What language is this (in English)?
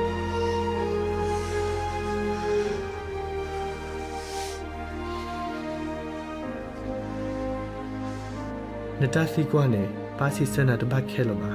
S'gaw Karen